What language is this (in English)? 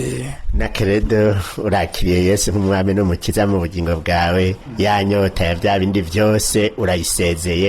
Rundi